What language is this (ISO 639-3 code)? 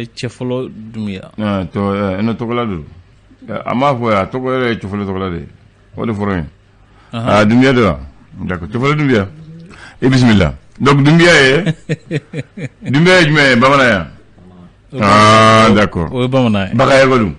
bam